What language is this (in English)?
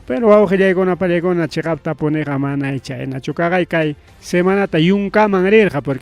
Ayacucho Quechua